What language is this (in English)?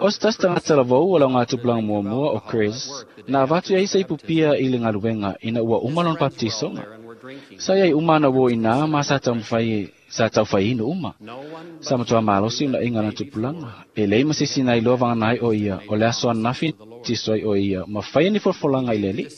Samoan